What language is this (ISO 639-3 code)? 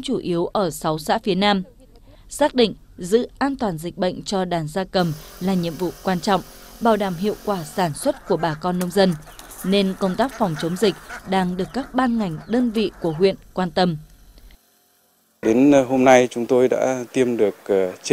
vie